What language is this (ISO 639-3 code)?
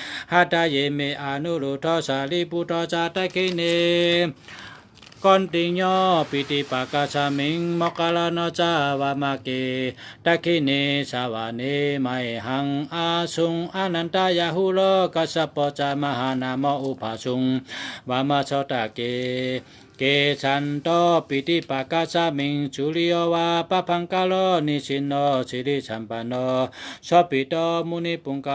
shn